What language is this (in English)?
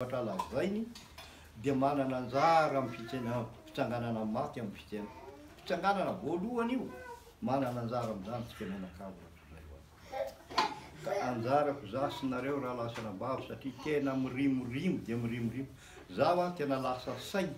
Malagasy